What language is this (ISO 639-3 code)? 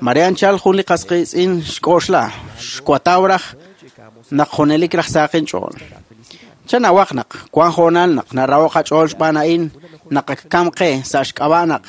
kek